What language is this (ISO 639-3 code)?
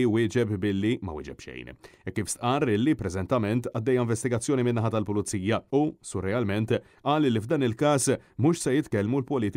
mlt